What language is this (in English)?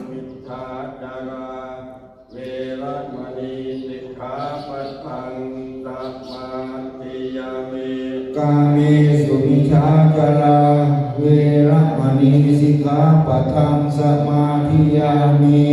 Pali